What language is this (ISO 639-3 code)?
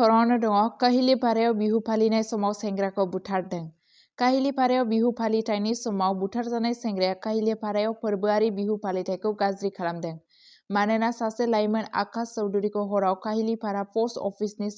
brx